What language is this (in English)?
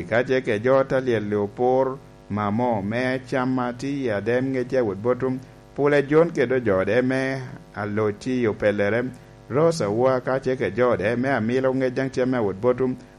Lango (Uganda)